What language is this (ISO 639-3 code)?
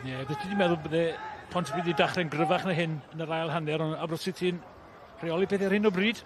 cym